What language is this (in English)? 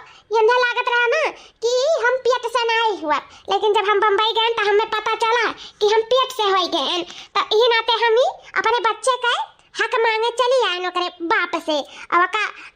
Awadhi